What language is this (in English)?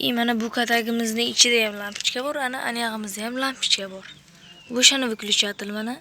Uzbek